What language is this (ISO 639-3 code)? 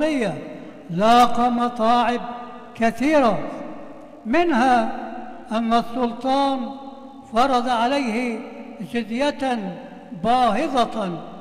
ara